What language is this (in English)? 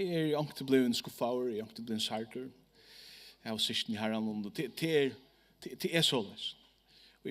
Faroese